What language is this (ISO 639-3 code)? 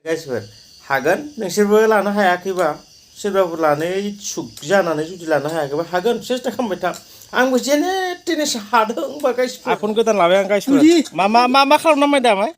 brx